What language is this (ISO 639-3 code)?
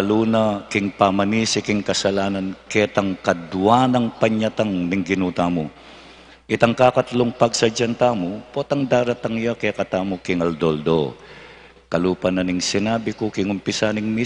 pam